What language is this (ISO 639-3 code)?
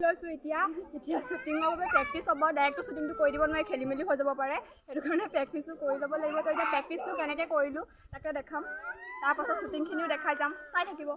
asm